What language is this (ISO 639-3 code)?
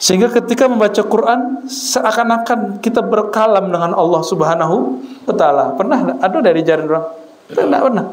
min